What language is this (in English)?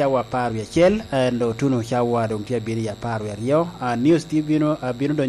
Lango (Uganda)